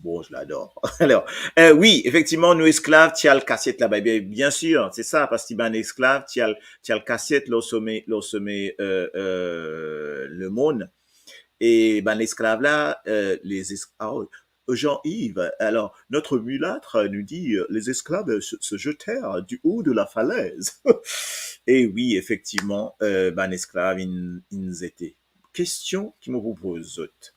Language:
Morisyen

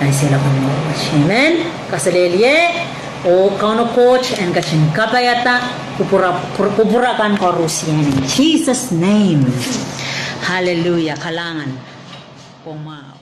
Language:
Pohnpeian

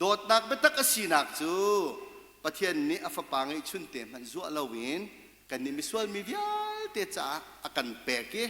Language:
Hakha Chin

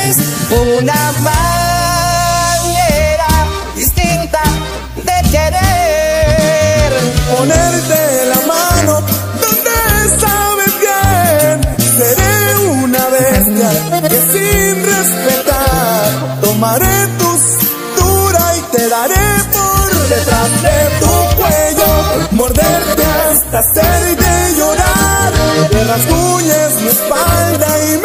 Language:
Spanish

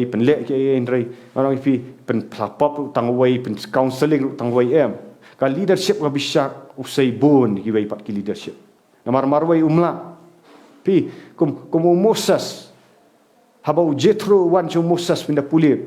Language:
Khasi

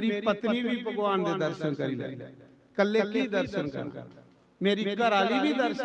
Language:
Dogri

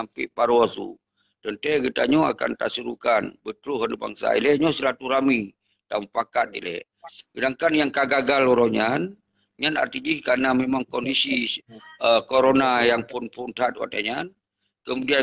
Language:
Achinese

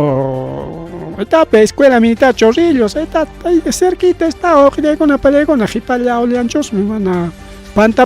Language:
Ayacucho Quechua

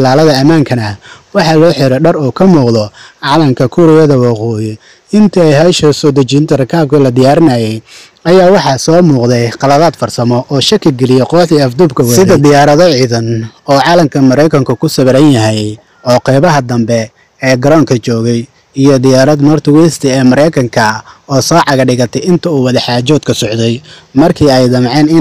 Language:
Somali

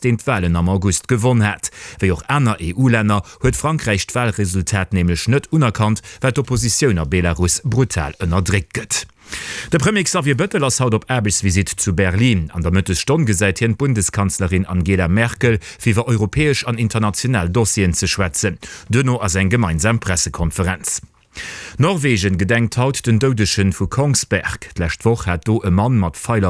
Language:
Luxembourgish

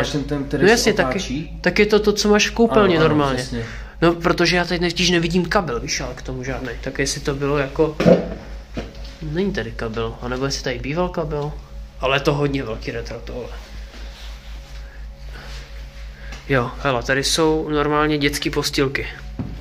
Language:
Czech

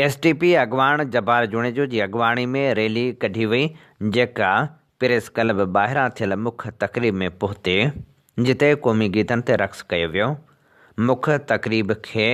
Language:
Sindhi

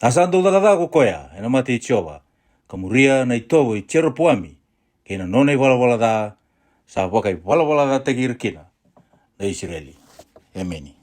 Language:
Fijian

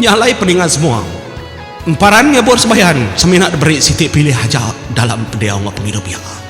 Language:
Iban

